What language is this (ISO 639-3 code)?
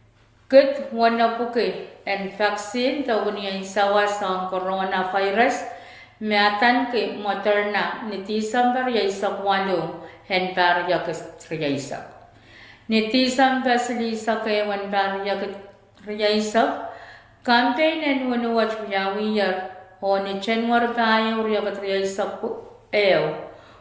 pon